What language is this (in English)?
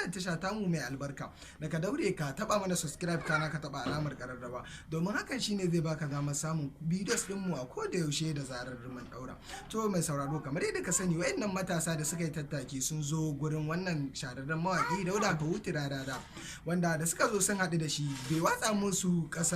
Hausa